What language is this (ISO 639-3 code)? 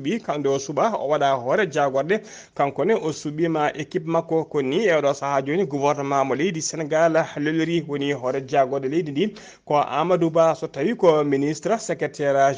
ful